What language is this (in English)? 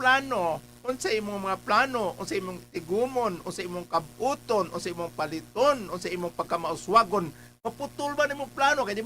Cebuano